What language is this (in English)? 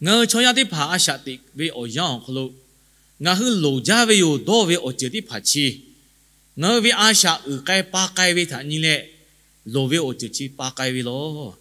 Lahu